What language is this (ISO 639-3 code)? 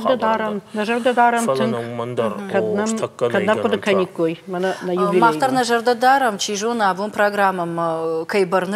oss